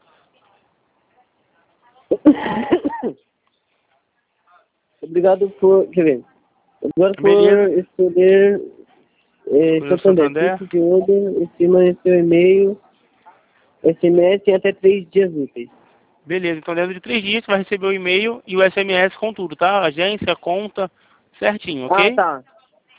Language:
Portuguese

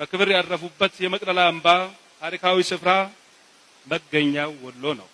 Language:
Amharic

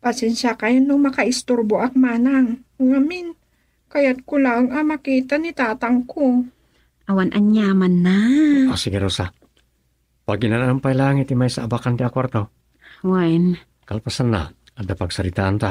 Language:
Iloko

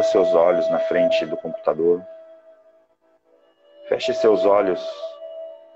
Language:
Portuguese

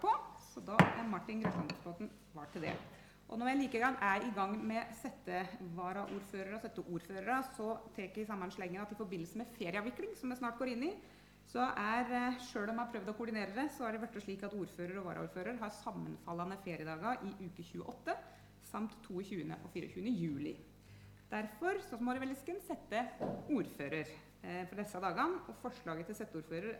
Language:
Norwegian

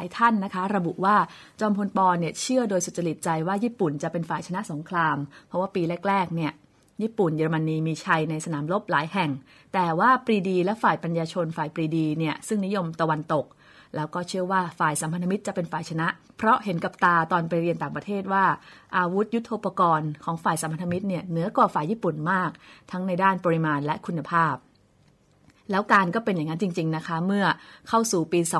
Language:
Thai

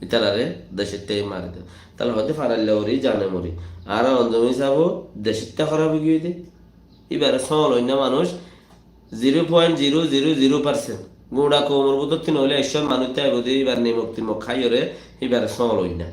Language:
Rohingya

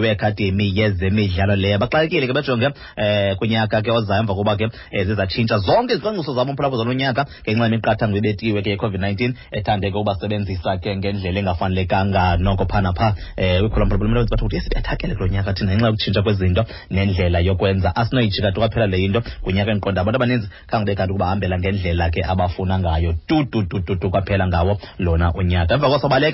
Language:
Xhosa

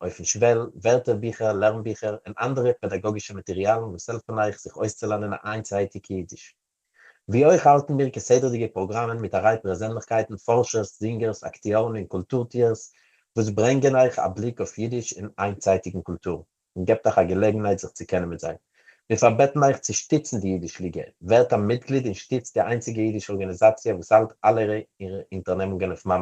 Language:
Yiddish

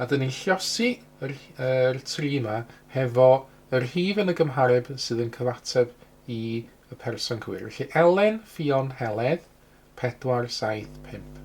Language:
Welsh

